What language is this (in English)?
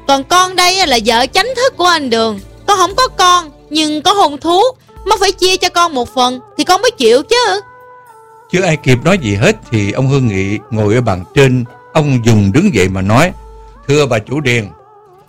Vietnamese